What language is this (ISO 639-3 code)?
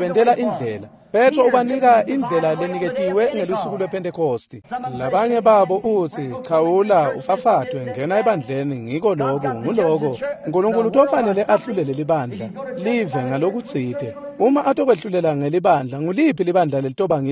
ssw